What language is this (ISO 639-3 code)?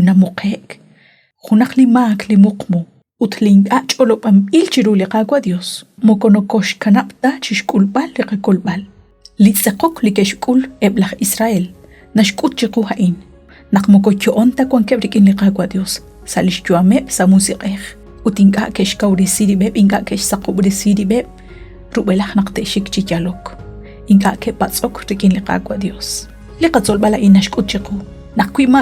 kek